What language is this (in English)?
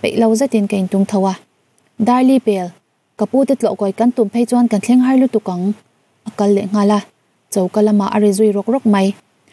Mizo